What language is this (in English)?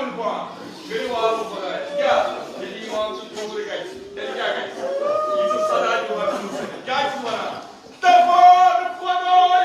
Kashmiri